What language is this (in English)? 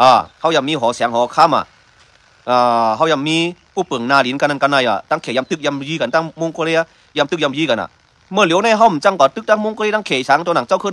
Shan